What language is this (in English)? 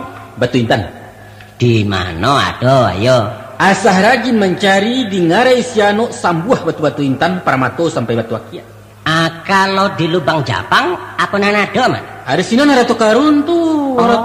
Minangkabau